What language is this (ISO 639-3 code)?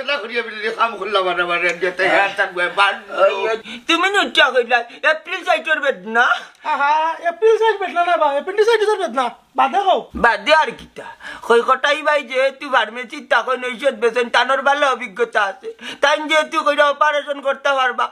syl